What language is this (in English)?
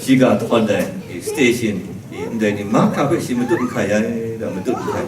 Kachin